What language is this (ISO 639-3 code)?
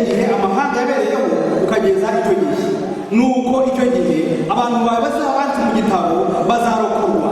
kin